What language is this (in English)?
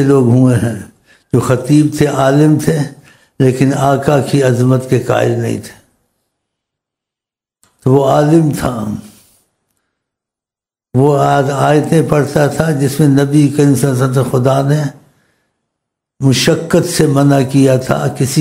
Urdu